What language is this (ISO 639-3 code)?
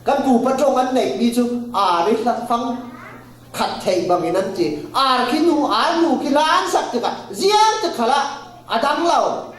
cfm